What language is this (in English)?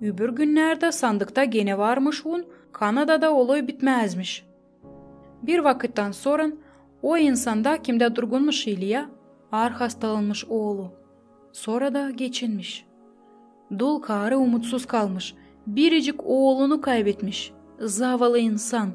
Gagauz